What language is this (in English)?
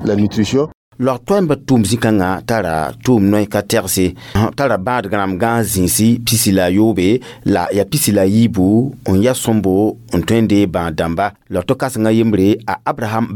Mossi